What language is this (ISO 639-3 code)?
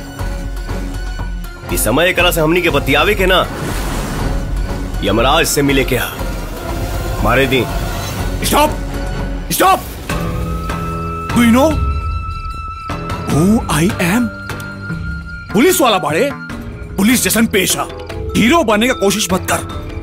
bho